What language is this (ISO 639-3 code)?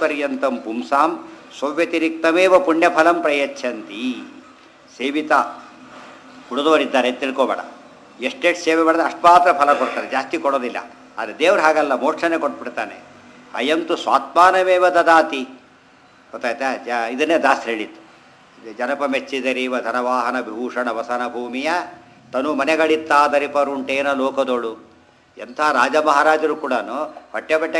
kan